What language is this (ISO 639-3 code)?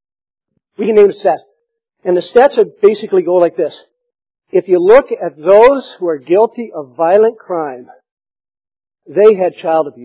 eng